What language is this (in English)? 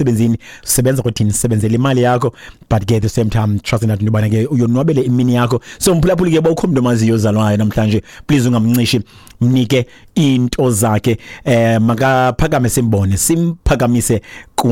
Xhosa